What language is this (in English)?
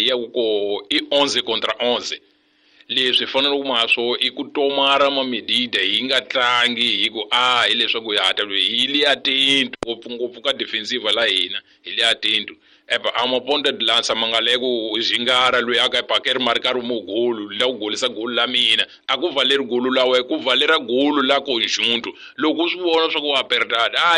Tsonga